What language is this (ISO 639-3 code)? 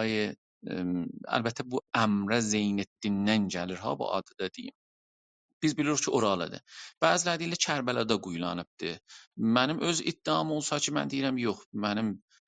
azb